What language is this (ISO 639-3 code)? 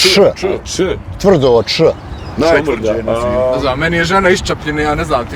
bos